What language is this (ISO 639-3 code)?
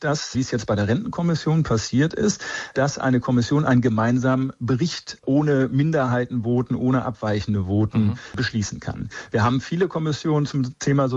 deu